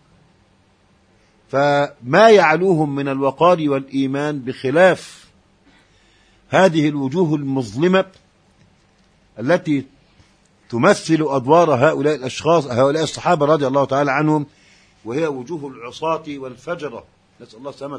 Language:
Arabic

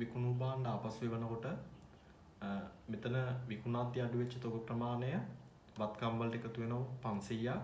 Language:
Sinhala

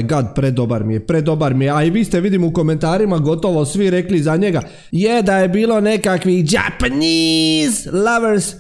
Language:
Croatian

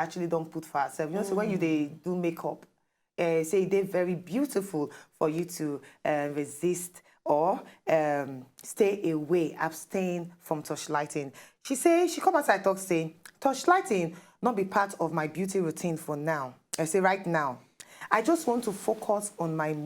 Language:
Nigerian Pidgin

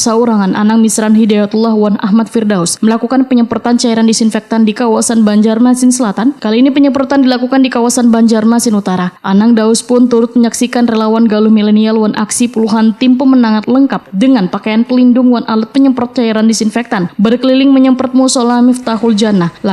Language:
Banjar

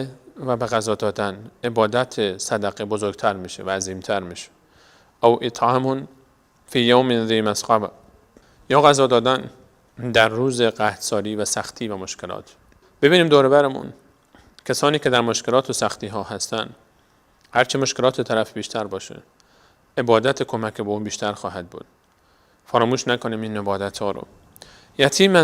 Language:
Persian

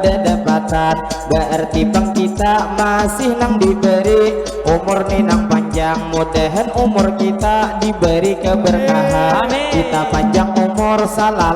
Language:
Banjar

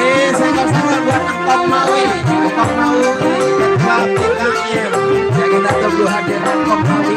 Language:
Betawi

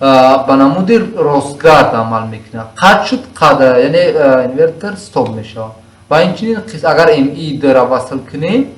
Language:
Tajik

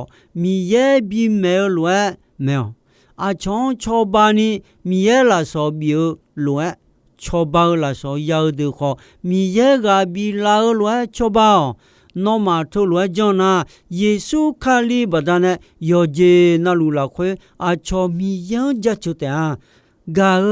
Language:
Akha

